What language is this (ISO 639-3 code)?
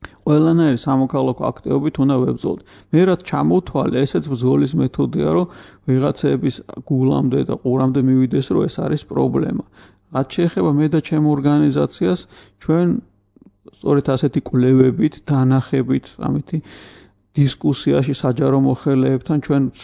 kat